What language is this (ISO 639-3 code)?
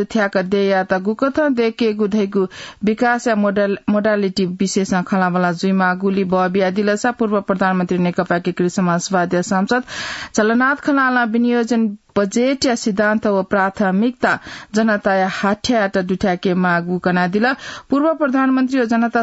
new